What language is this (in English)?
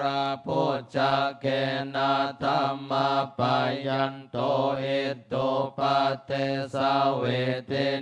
Pali